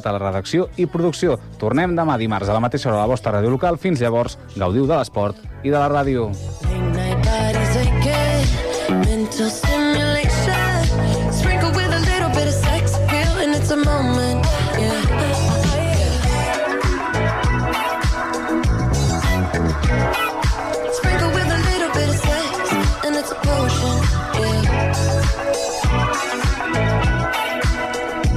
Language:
Catalan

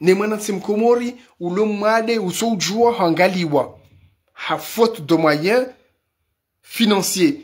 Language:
Ngazidja Comorian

